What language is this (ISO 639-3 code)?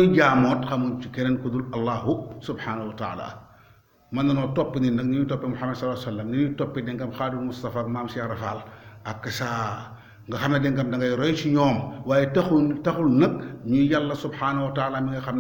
wol